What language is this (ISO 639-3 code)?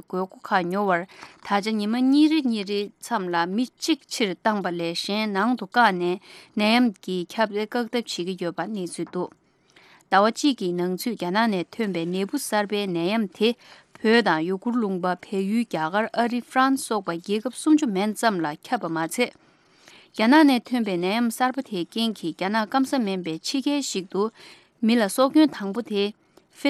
bod